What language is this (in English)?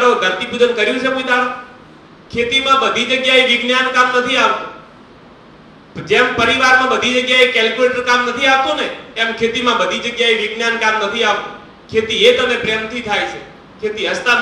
Gujarati